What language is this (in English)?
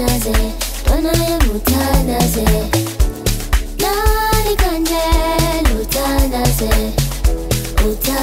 Swahili